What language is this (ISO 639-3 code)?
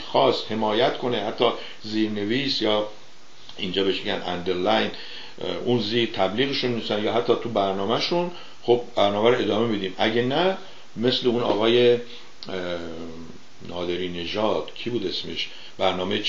fas